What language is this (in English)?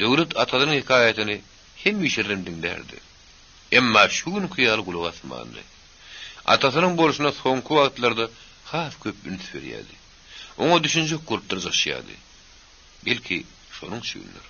Turkmen